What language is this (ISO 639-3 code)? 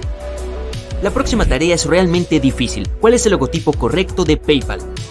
spa